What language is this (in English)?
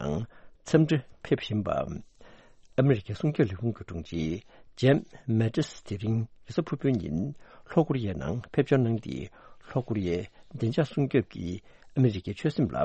Tibetan